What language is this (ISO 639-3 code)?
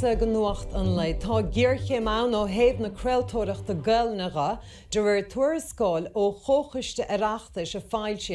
gle